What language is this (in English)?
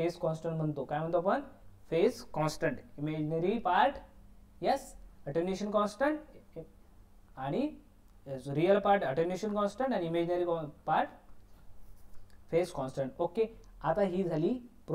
Marathi